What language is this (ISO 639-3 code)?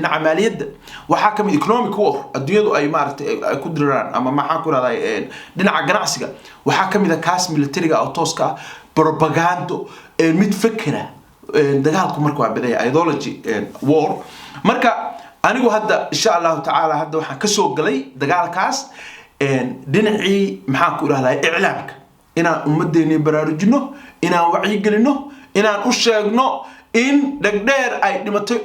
som